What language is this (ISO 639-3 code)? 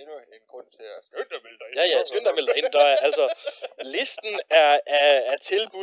dan